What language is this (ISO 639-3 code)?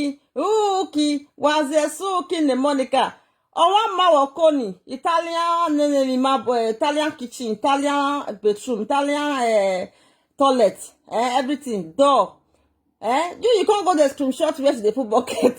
pcm